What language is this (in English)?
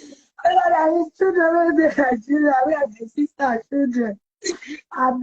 Nigerian Pidgin